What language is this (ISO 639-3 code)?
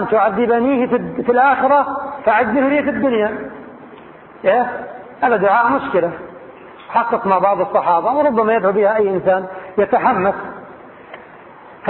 ara